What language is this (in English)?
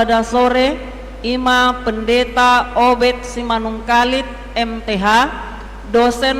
Batak Toba